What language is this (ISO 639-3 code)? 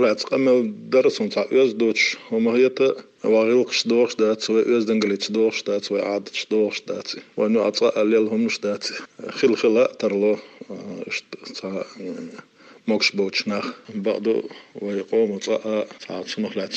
che